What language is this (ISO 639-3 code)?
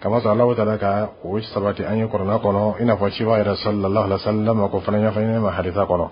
bam